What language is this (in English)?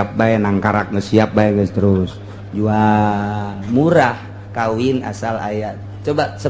Sundanese